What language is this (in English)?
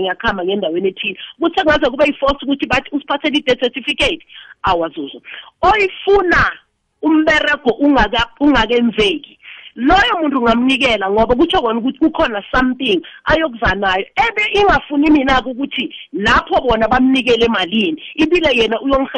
South Ndebele